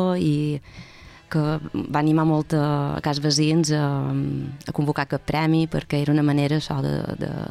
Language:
Catalan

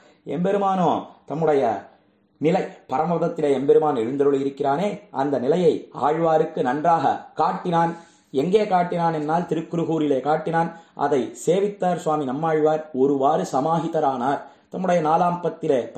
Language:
Tamil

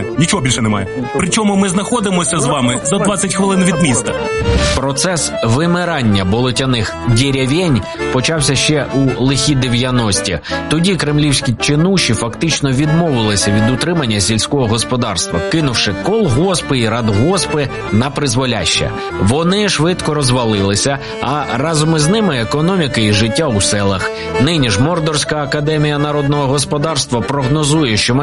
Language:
Ukrainian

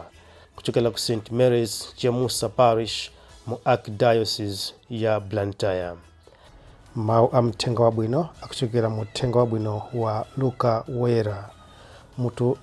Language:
Nyanja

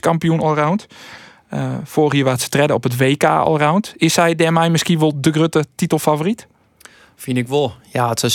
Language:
Western Frisian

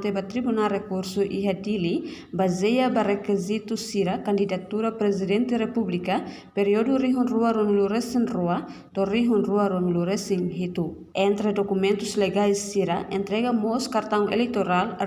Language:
Tetum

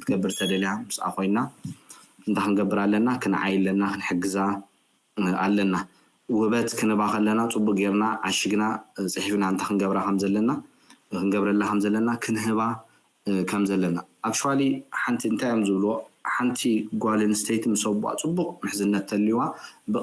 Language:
Tigrinya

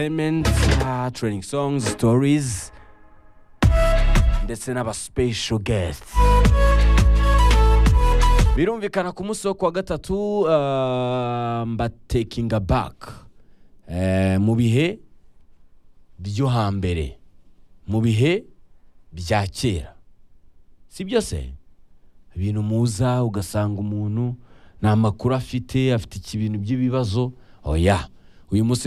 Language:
Kinyarwanda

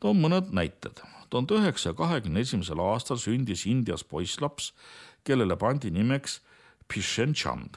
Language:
Estonian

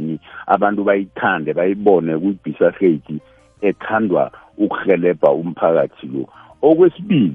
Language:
South Ndebele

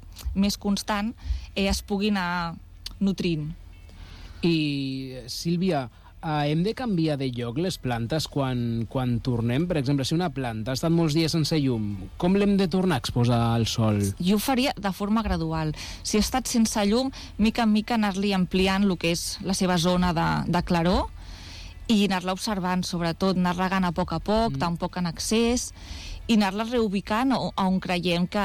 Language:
Catalan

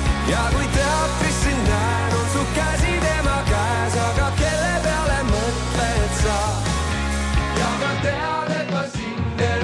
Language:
Estonian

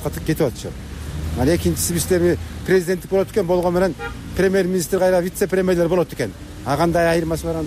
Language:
Kyrgyz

